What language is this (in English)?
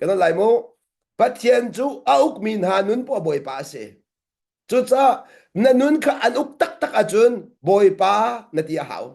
Hakha Chin